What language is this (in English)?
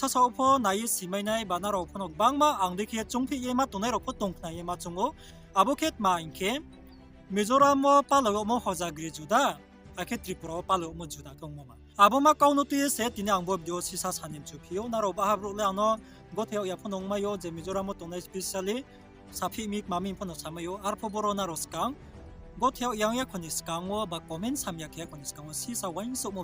Riang (India)